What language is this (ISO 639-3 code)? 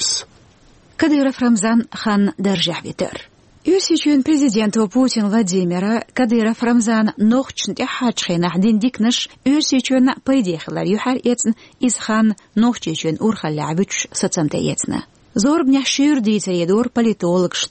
che